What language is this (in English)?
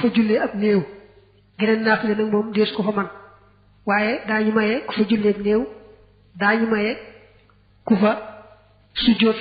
Wolof